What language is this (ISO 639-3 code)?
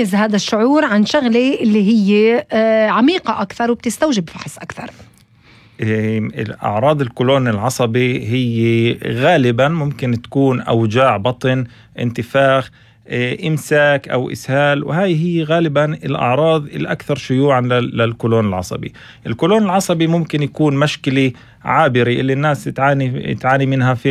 apc